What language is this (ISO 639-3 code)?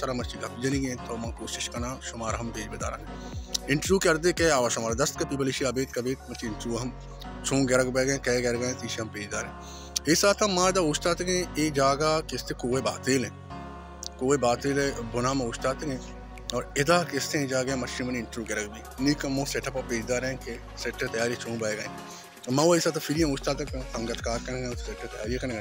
bal